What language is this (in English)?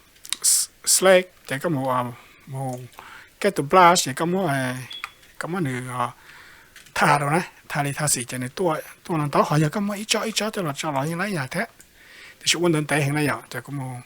Hmong